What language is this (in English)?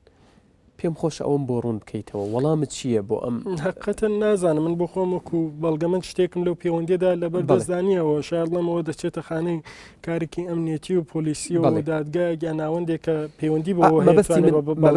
Central Kurdish